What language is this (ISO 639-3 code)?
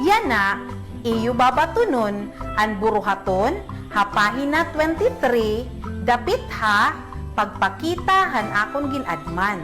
war